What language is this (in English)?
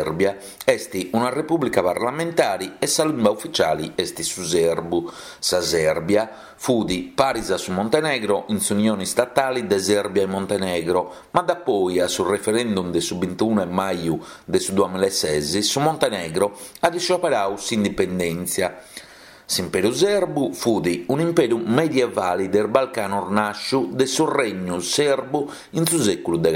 Sardinian